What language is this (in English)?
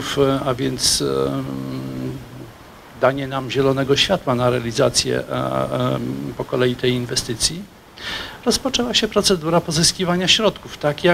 Polish